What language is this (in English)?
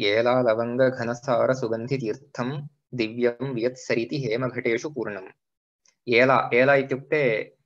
Sanskrit